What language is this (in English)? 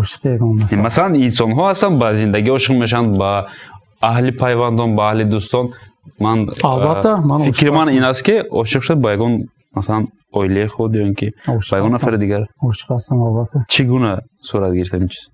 Tajik